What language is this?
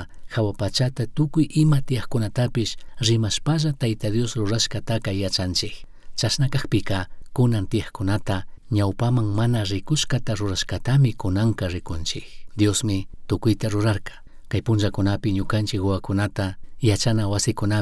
Chimborazo Highland Quichua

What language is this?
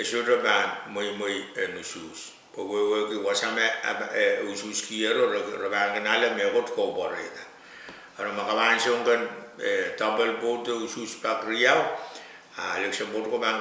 Pohnpeian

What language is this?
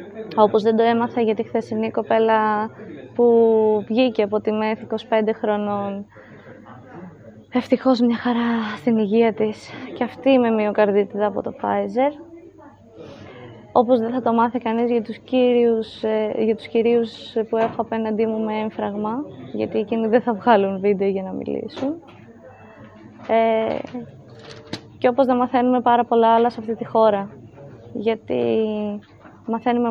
Greek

